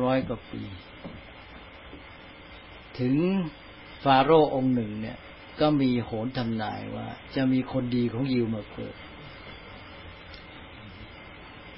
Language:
Thai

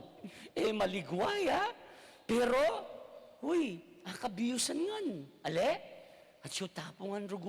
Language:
Pampanga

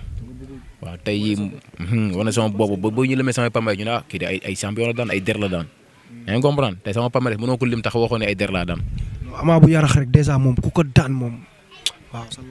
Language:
Wolof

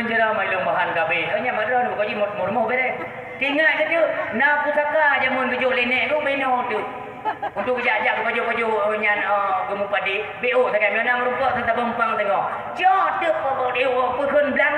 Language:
Achinese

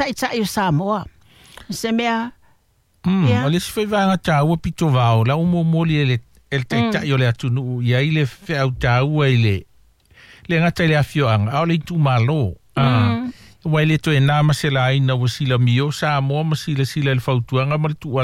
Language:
Samoan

